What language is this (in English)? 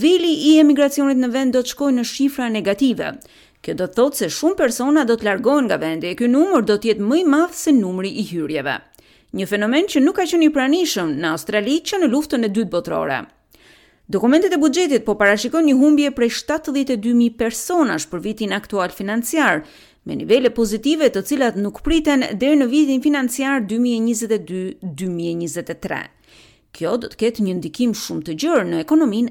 Albanian